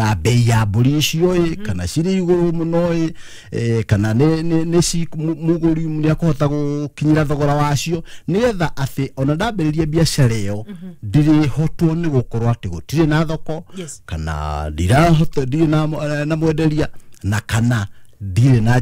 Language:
Kikuyu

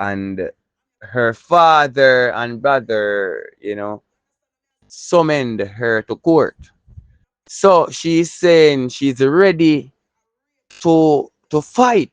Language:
Jamaican Creole English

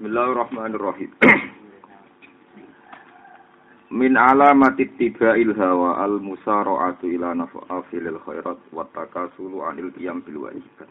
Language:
Javanese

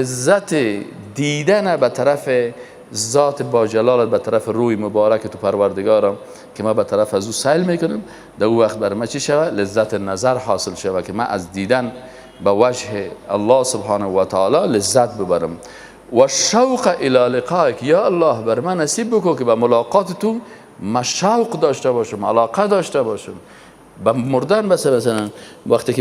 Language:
Persian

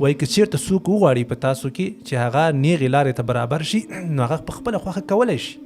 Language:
Pashto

